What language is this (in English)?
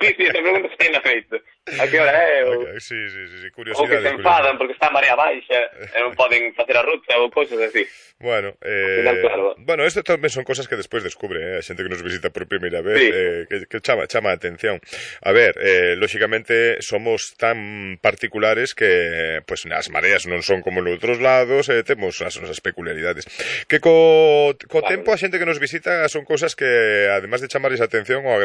Galician